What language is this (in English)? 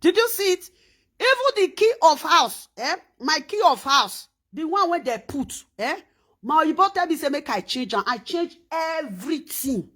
Nigerian Pidgin